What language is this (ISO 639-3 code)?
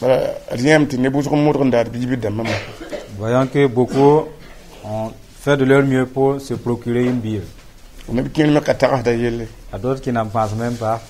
mos